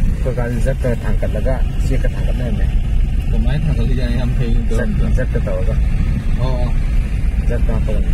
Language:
Manipuri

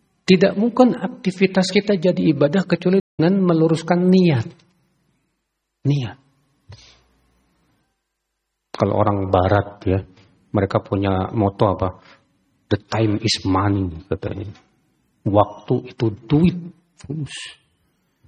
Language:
Indonesian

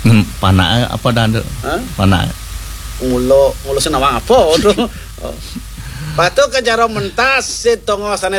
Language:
Balinese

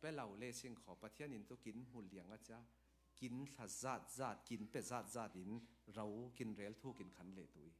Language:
Falam Chin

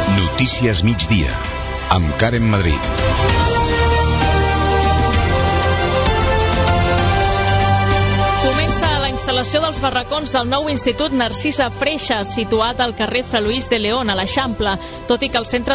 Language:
Catalan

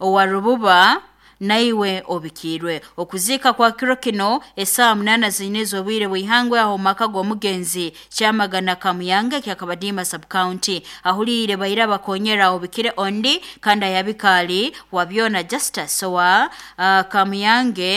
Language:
Nyoro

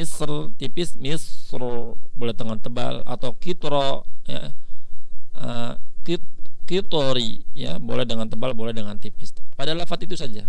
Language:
Indonesian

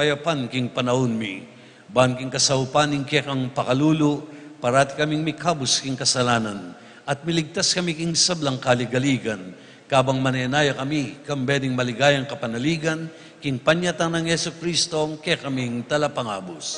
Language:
Pampanga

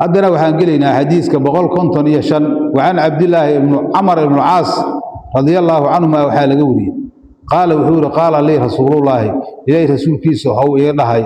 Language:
Somali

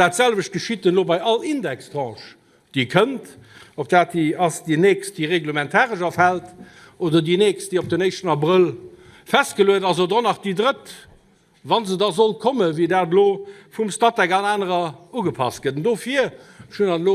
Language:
Luxembourgish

